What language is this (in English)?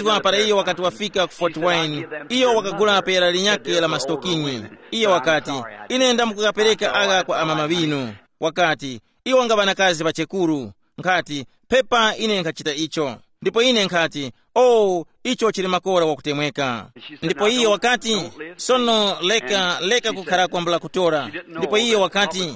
Tumbuka